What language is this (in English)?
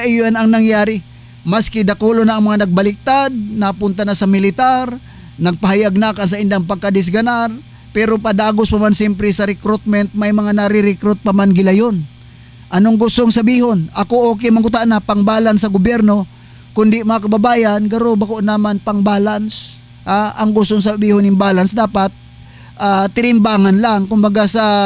Bikol